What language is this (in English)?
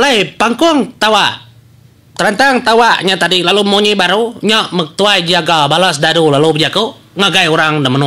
Iban